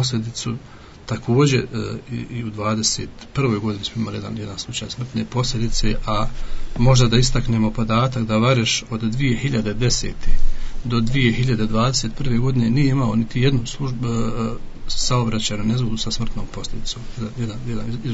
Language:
Bosnian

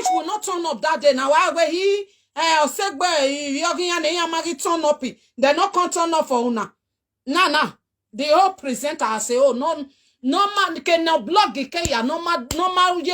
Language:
Nigerian Pidgin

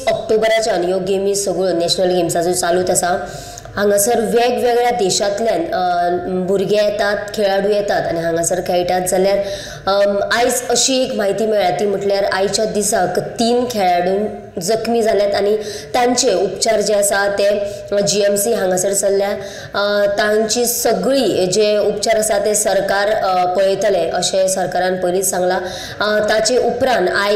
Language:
Konkani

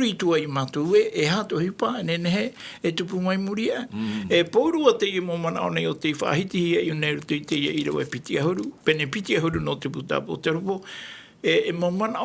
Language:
Tahitian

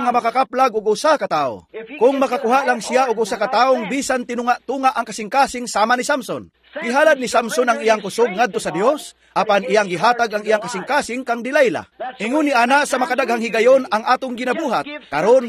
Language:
Cebuano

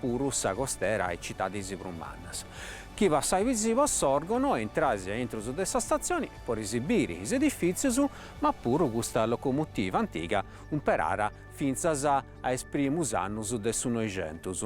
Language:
Sardinian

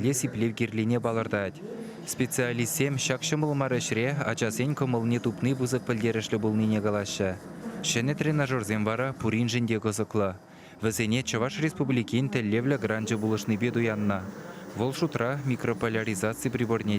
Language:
Chuvash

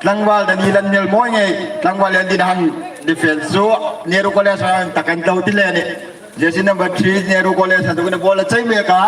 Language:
Hmar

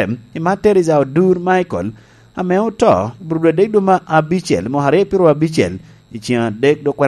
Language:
Lango (Uganda)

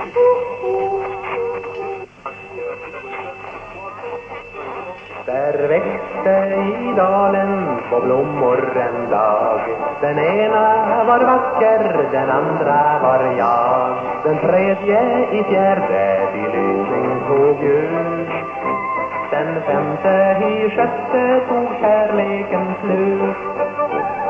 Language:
Swedish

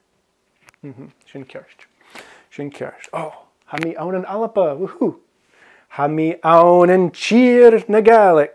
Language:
Scottish Gaelic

